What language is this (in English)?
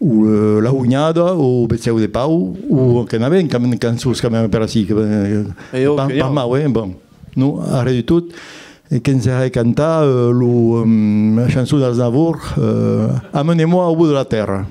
Occitan